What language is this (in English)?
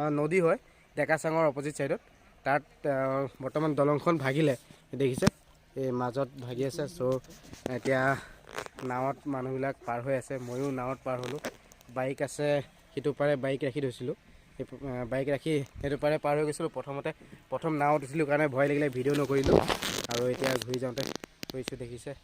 Assamese